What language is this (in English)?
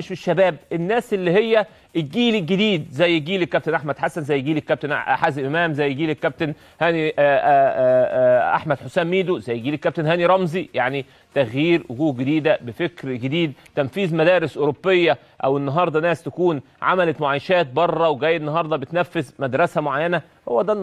Egyptian Arabic